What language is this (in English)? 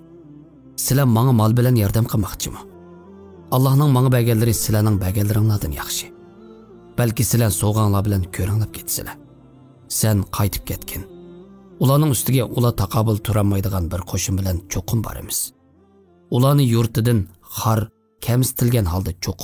Uyghur